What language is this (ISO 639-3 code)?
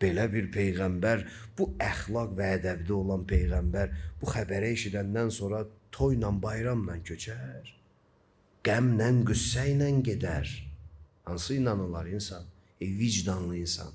aze